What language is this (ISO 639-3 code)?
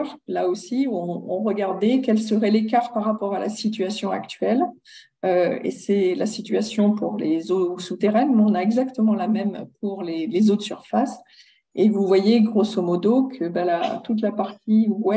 fra